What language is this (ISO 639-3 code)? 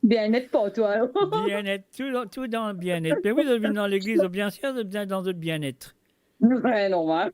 mfe